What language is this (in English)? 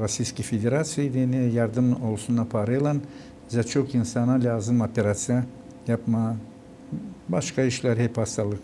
Gagauz